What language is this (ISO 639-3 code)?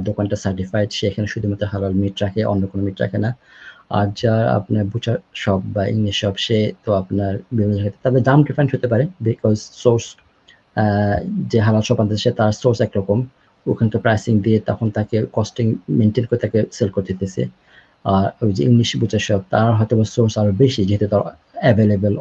ben